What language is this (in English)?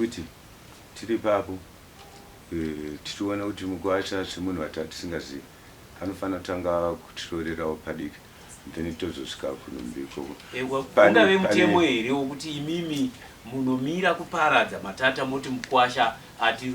Shona